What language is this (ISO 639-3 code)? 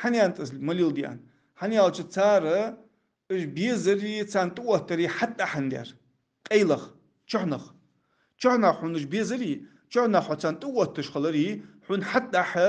inh